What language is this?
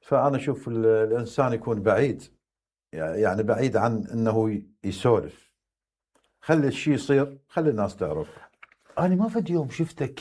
Mesopotamian Arabic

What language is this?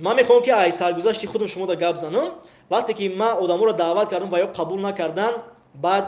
Tajik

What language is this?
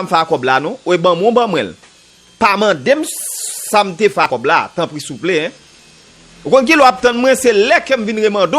Haitian Creole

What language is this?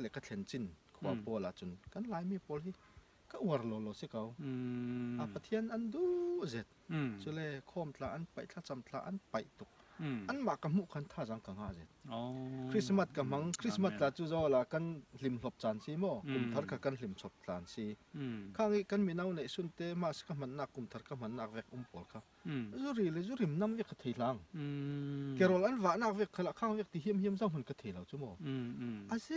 Falam Chin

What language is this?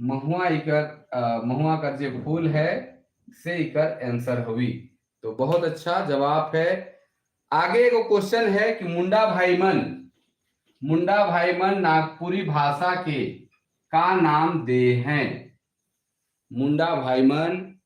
Sadri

